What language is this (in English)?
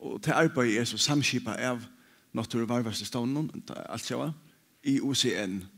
Faroese